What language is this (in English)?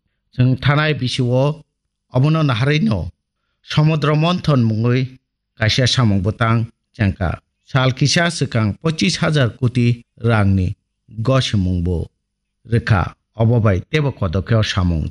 Kok Borok